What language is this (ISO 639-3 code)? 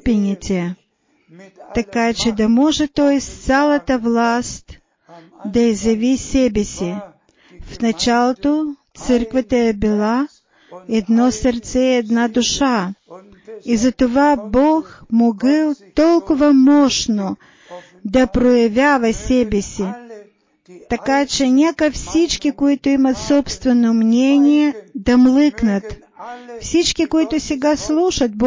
bul